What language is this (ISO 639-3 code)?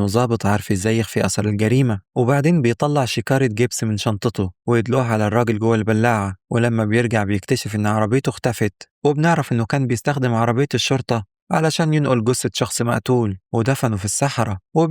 arz